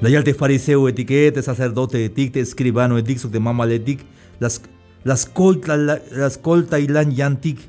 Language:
Tzeltal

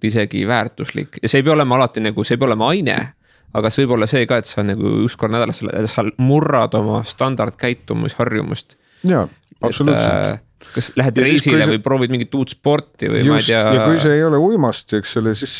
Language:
Estonian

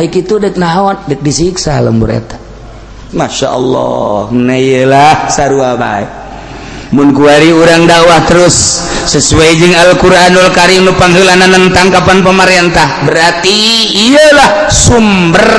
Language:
Sundanese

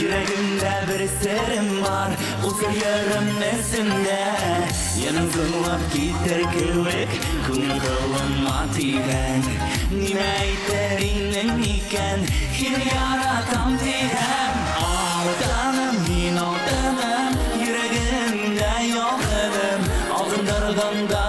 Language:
Bashkir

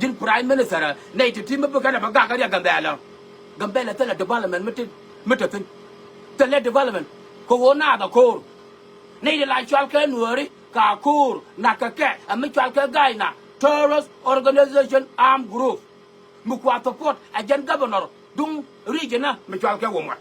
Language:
Nuer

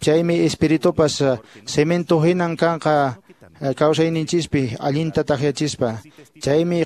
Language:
Quechua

